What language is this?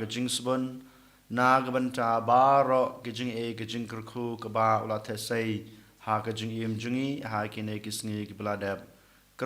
Khasi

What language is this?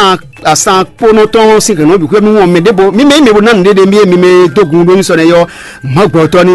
Fon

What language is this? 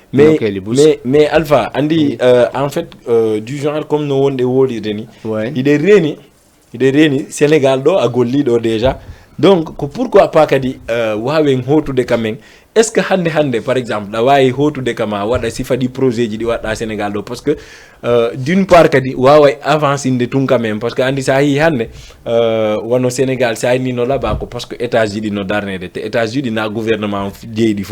Fula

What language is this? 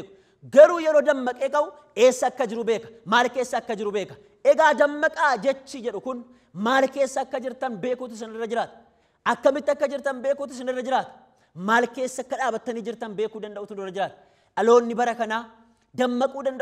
Oromo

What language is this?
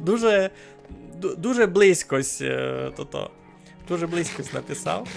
Rusyn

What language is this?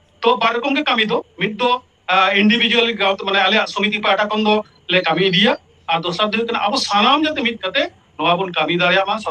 Santali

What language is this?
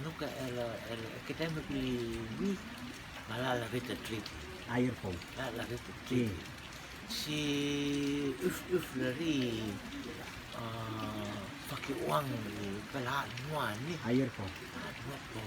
Rotuman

